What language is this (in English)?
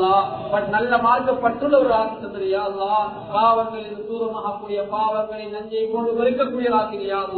Tamil